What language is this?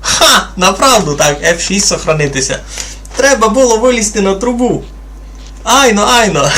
Rusyn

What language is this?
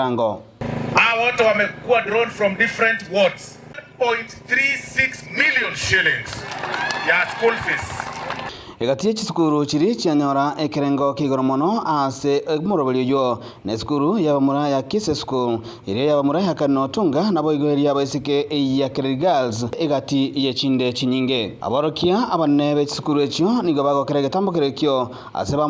Gusii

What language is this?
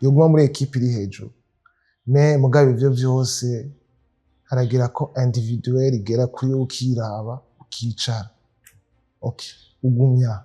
Rundi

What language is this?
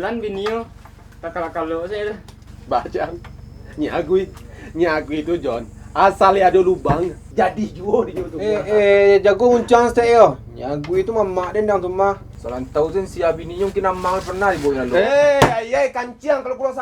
Minangkabau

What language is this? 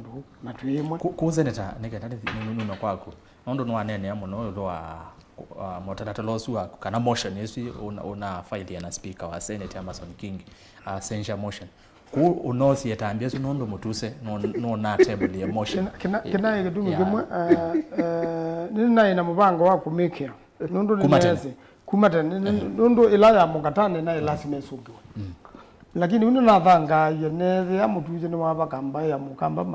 Kamba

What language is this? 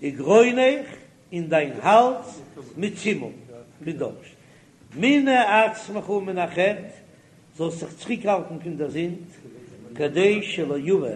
Yiddish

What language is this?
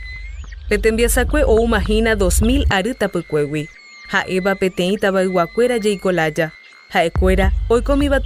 Guarani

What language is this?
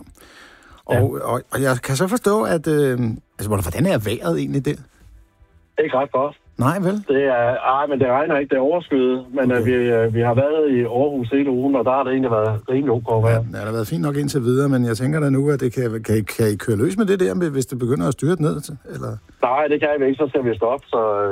Danish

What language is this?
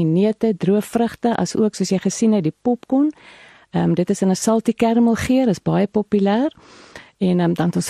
Afrikaans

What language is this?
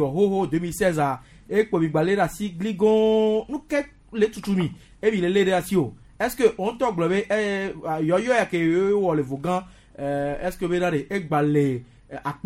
Gen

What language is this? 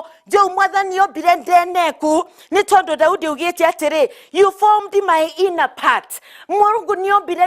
Meru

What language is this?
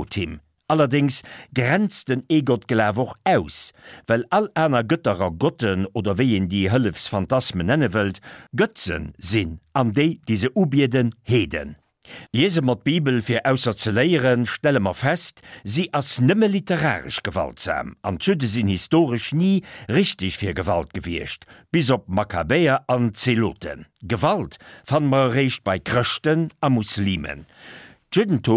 Luxembourgish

